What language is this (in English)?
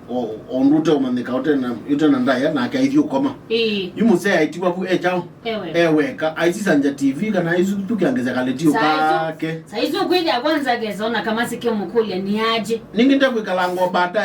Kamba